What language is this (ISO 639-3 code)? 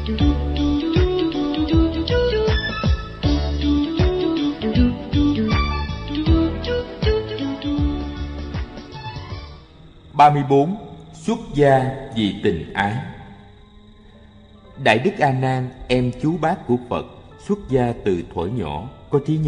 vie